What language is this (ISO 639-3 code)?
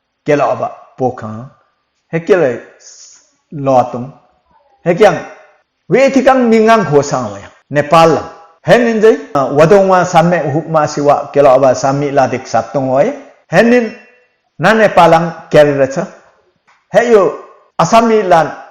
lif